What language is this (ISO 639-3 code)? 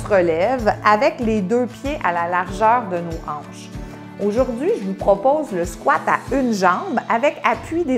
fra